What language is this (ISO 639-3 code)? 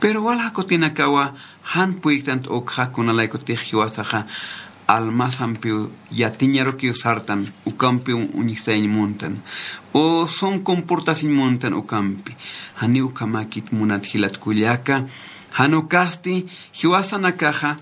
aym